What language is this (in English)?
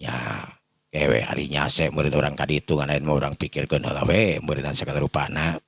Sundanese